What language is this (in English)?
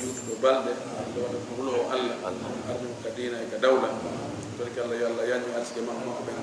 Fula